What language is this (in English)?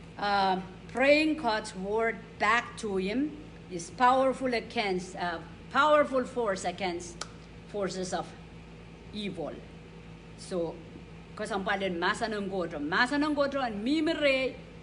Pohnpeian